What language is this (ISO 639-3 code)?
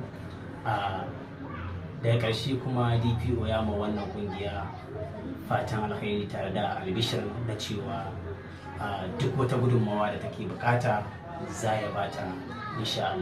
hau